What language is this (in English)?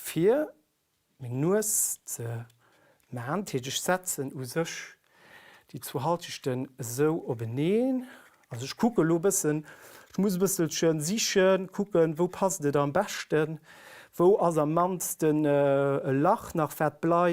Luxembourgish